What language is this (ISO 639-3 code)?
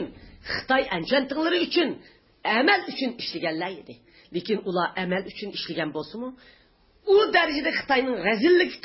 uig